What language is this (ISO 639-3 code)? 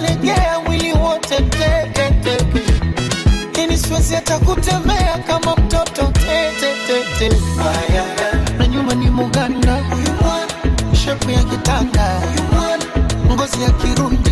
swa